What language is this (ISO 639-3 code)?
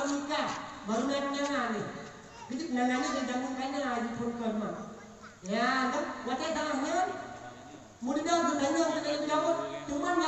msa